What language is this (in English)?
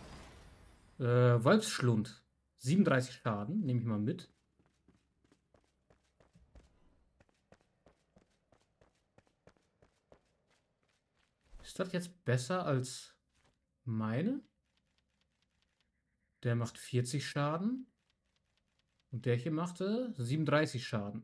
German